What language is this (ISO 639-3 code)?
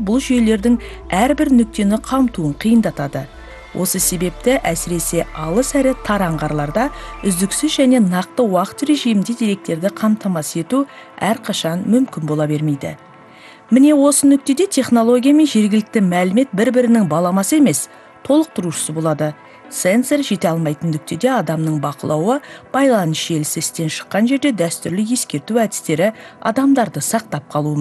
kaz